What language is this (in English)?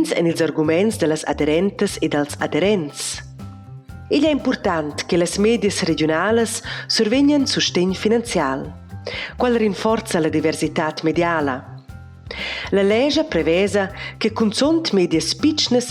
Romansh